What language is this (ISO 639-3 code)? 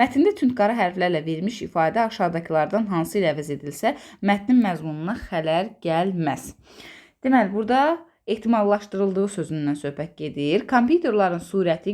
aze